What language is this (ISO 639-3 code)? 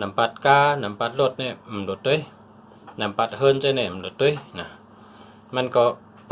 shn